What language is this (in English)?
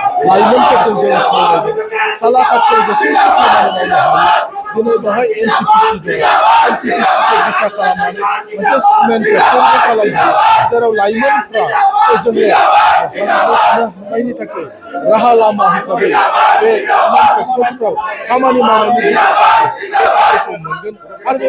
Bodo